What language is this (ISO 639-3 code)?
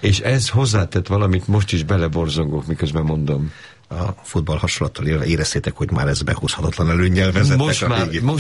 hun